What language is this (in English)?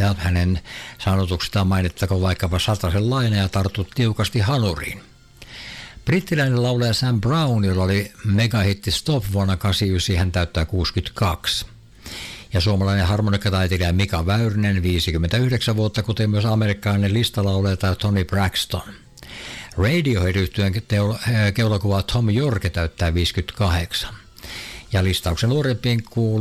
Finnish